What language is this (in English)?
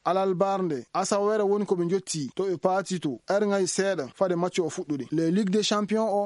Fula